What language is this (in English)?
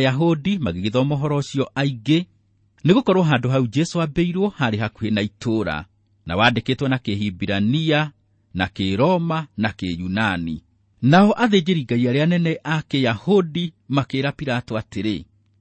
Kikuyu